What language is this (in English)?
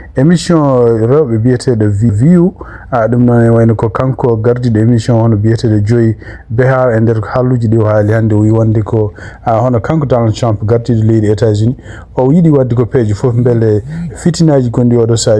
Fula